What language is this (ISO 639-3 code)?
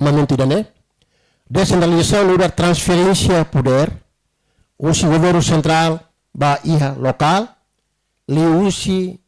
tet